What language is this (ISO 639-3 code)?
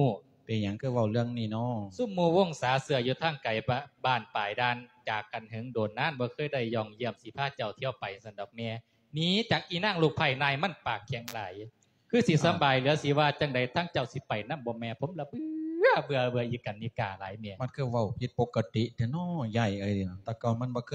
lao